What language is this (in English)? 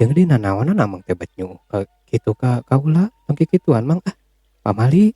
Sundanese